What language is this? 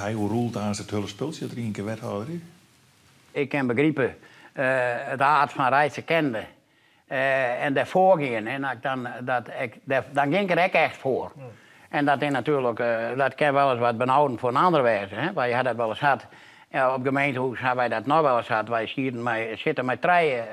Western Frisian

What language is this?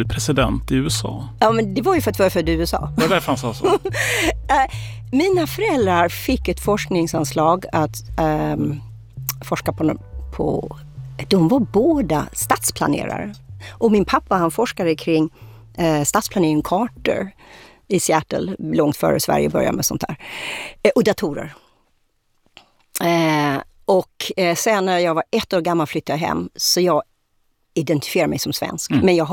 Swedish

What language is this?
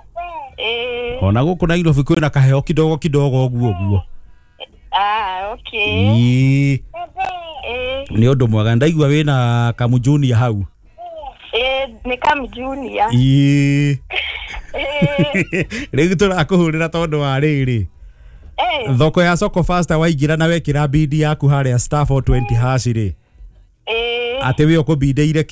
Kikuyu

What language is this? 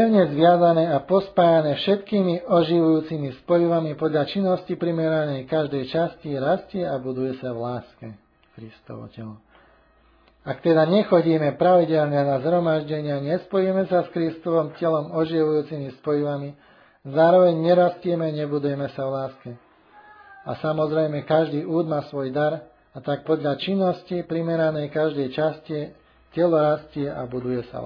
Slovak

